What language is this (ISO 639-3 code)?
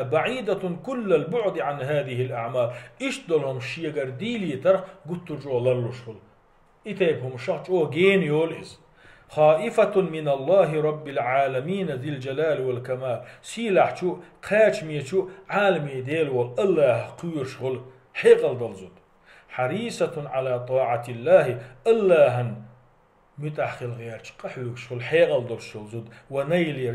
che